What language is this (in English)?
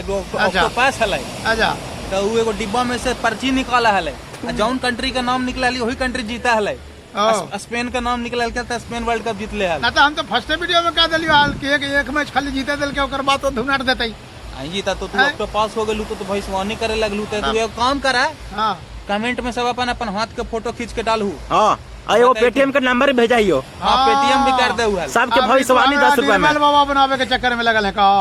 Magahi